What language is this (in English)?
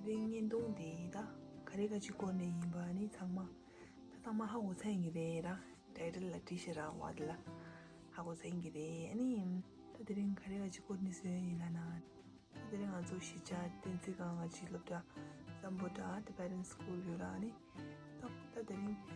Tibetan